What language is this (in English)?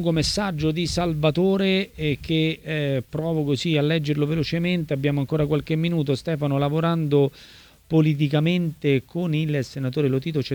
Italian